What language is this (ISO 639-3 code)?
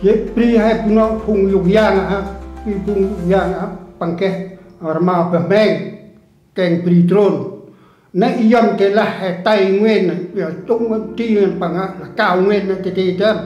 cmo